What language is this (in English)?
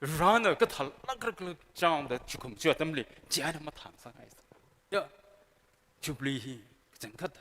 Tangkhul Naga (India)